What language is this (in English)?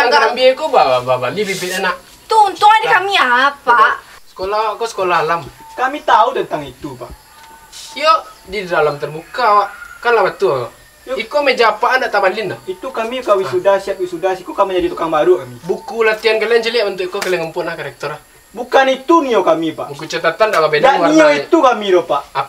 Minangkabau